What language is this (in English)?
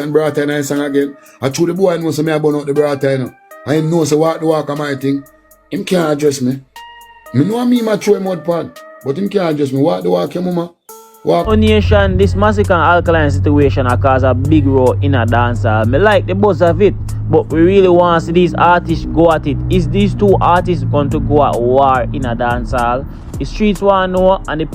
Jamaican Creole English